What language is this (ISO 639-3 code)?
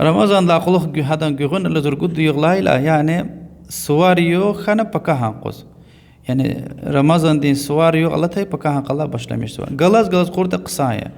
lez